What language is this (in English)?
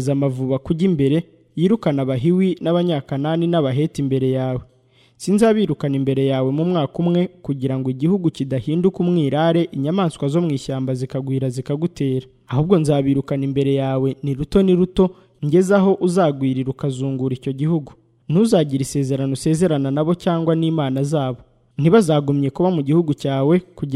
Kinyarwanda